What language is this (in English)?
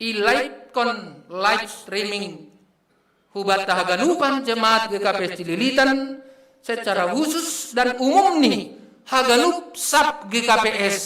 Batak Simalungun